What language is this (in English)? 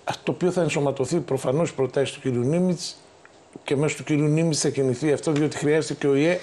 Greek